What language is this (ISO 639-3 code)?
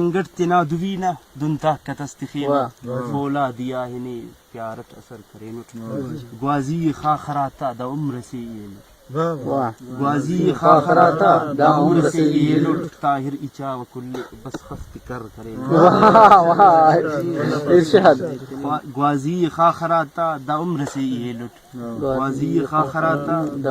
brh